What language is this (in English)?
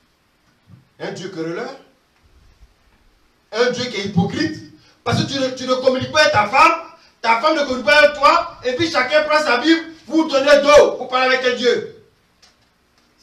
French